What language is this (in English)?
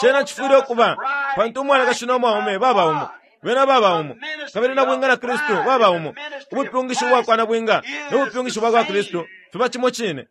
Bemba